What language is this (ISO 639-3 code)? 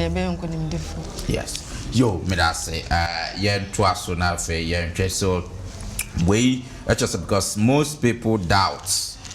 aka